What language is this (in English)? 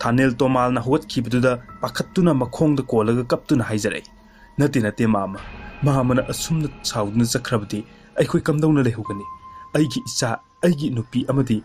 Manipuri